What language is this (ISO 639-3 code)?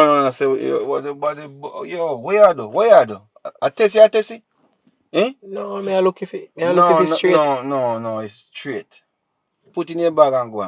jam